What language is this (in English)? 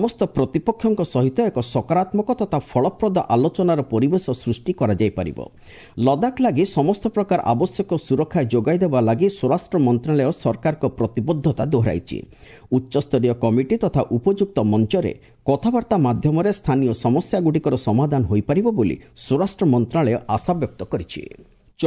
Odia